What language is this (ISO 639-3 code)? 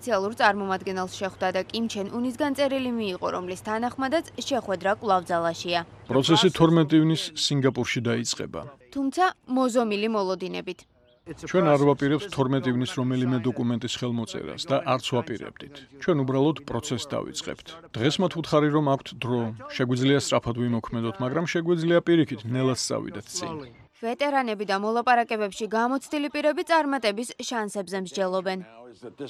kat